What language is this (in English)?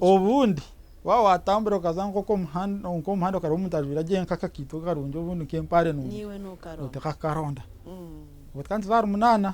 Nyankole